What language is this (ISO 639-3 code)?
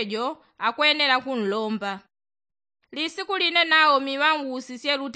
yao